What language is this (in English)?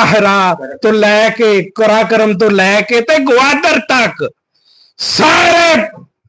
Western Panjabi